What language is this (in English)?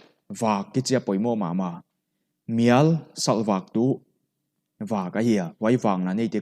Paite Chin